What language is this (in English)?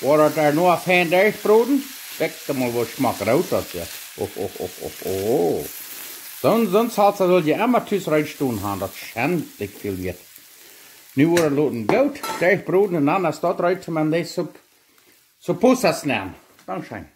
Plautdietsch